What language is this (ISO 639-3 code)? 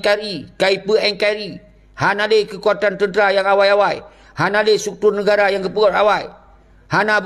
ace